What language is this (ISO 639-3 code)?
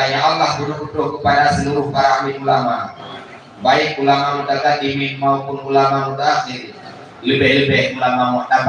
ace